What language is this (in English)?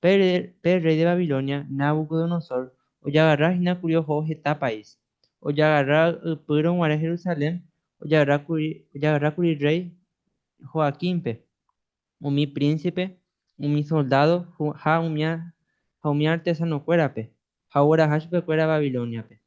Guarani